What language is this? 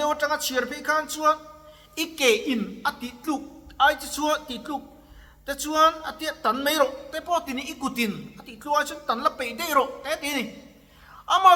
Mizo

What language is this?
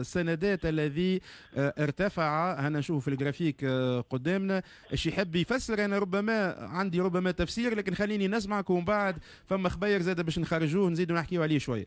Tunisian Arabic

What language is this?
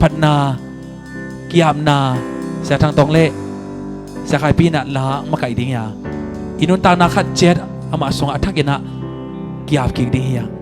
Tedim Chin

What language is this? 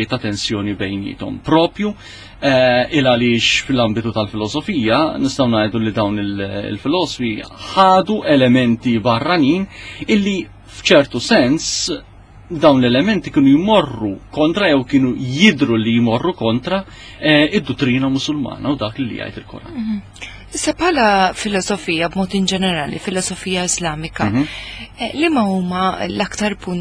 Maltese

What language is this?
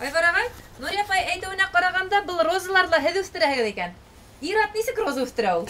Bashkir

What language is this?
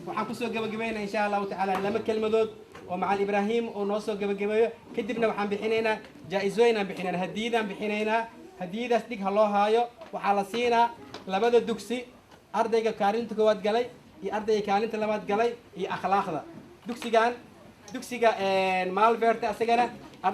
Somali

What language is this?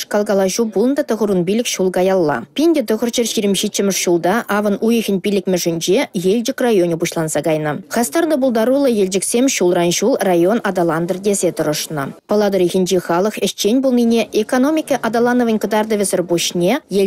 Chuvash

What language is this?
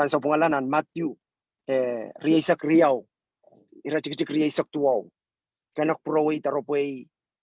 Pohnpeian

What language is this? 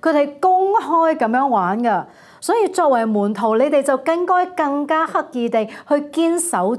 Cantonese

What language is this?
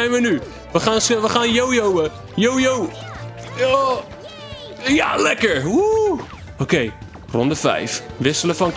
Dutch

